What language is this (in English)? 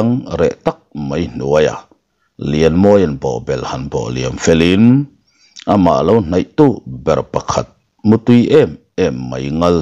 Mizo